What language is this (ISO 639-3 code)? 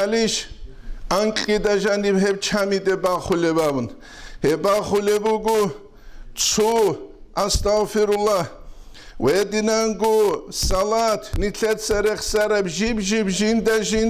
ava